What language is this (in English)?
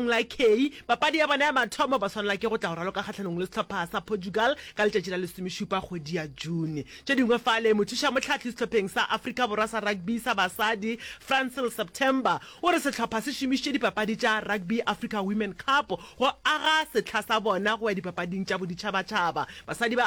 Northern Sotho